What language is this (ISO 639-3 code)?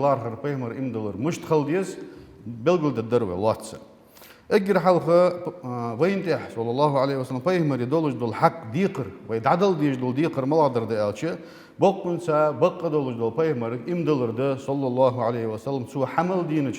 inh